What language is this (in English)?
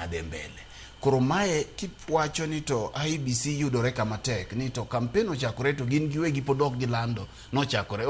Luo (Kenya and Tanzania)